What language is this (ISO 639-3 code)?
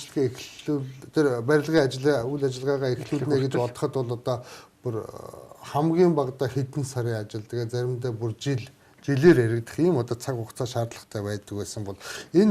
mon